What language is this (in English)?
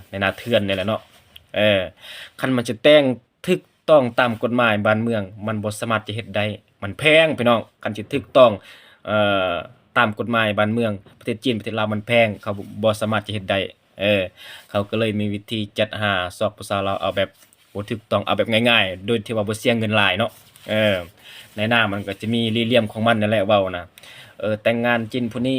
Lao